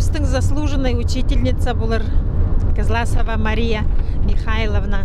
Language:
Khakas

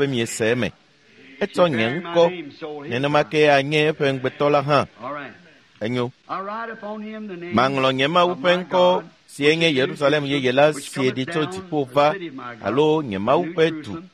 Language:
Ewe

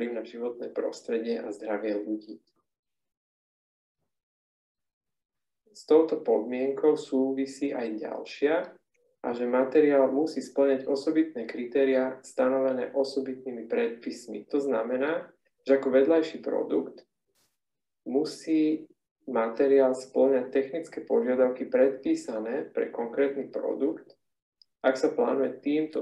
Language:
Slovak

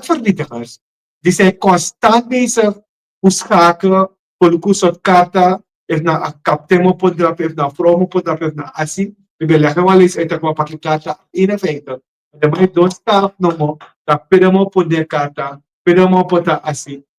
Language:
Sranan Tongo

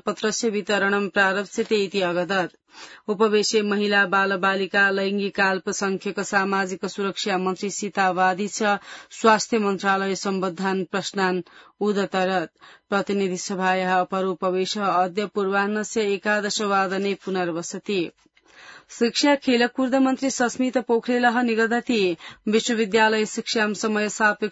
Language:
Sanskrit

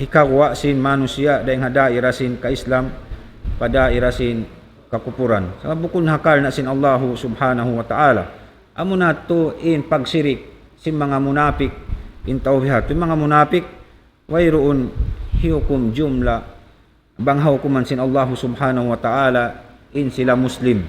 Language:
Tausug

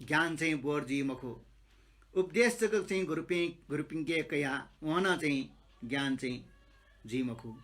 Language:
Newari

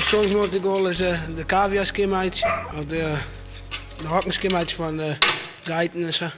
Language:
Western Frisian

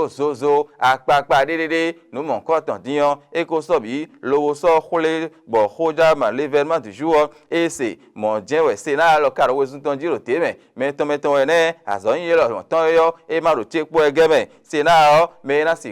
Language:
Fon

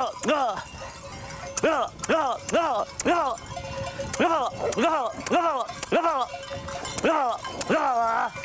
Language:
Catalan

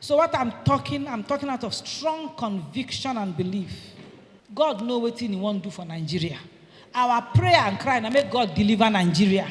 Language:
Nigerian Pidgin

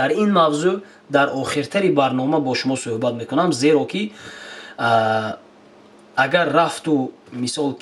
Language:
Tajik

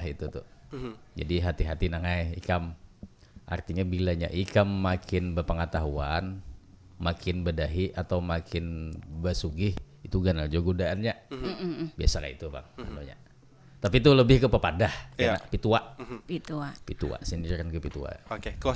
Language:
Banjar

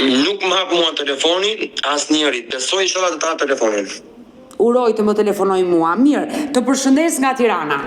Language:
Albanian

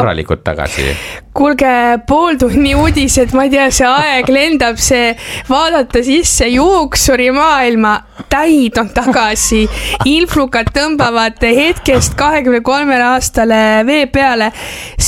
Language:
Estonian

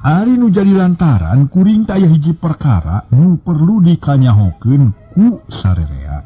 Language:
Sundanese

